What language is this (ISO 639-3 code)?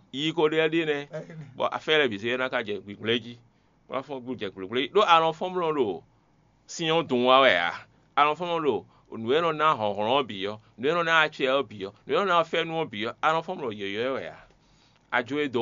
fon